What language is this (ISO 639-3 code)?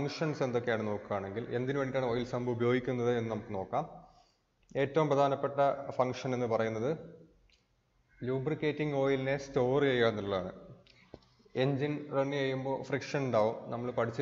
mal